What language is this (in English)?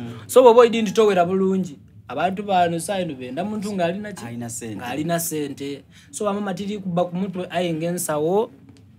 Soga